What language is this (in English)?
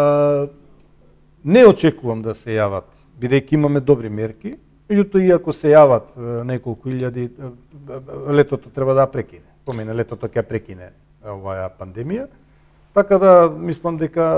Macedonian